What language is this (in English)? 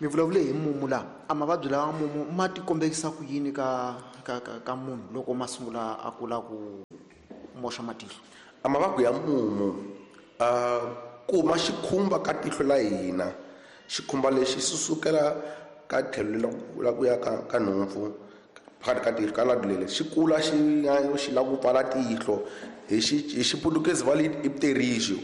Tsonga